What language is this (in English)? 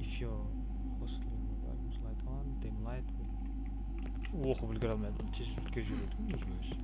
Kara-Kalpak